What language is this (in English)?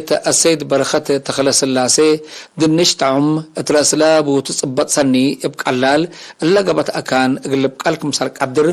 Tigre